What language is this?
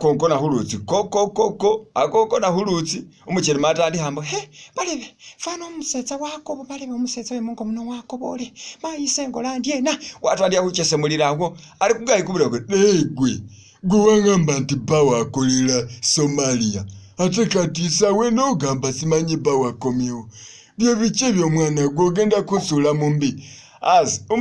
Masaaba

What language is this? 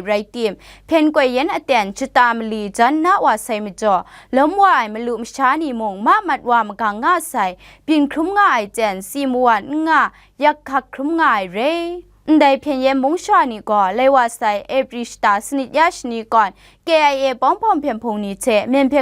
Kachin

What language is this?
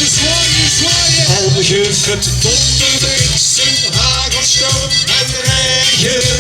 Limburgish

